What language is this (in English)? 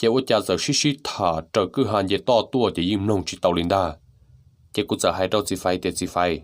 Hmong